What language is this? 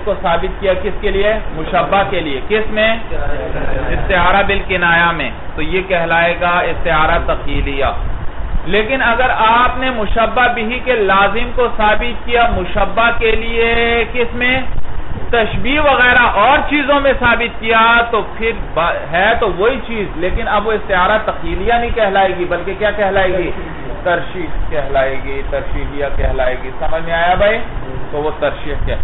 Urdu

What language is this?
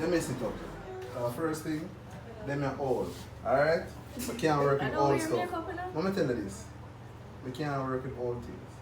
Jamaican Creole English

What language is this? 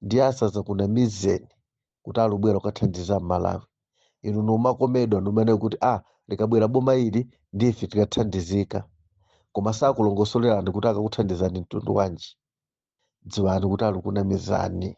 Nyanja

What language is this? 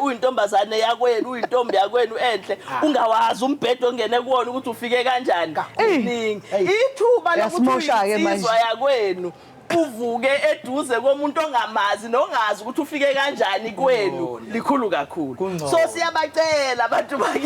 Zulu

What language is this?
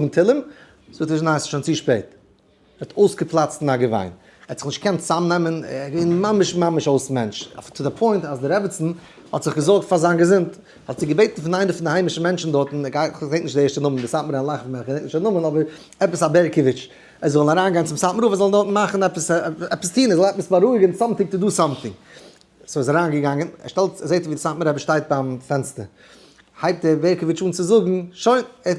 Yiddish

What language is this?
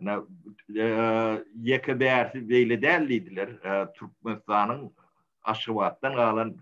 Turkmen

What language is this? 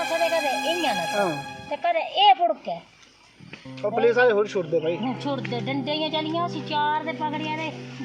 Dogri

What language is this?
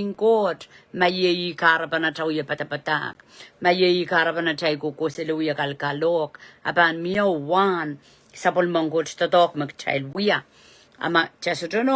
Pohnpeian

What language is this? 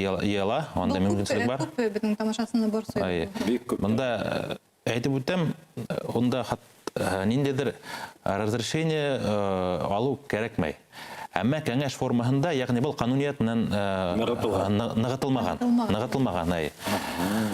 Bashkir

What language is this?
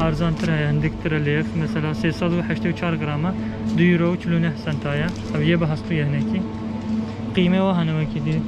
Kurdish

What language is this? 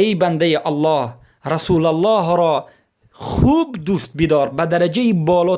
Persian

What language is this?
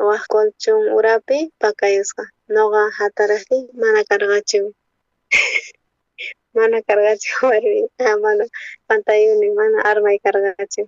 South Bolivian Quechua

